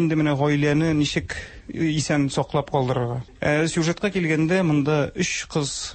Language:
Tatar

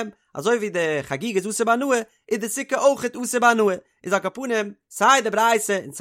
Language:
Yiddish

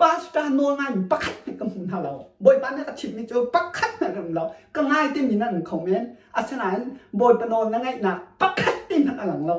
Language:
Hakha Chin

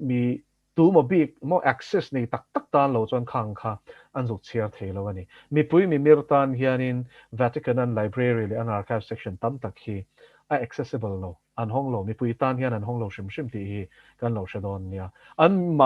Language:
Mizo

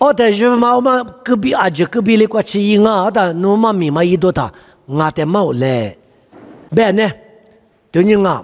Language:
Lisu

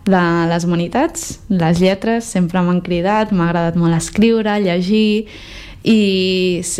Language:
Catalan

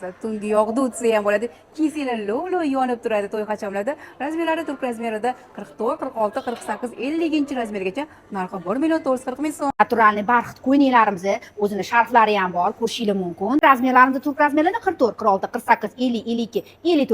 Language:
Uzbek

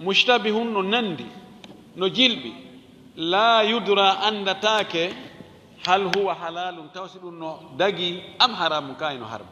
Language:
Fula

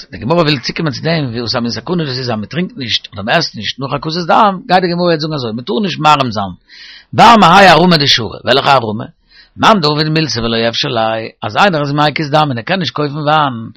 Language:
Yiddish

